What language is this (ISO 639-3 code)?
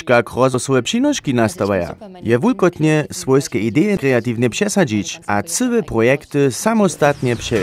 hsb